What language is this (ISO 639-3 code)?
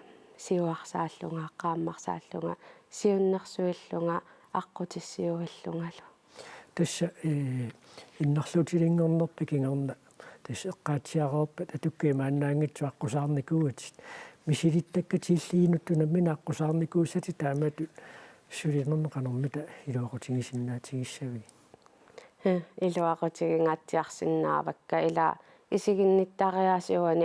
kal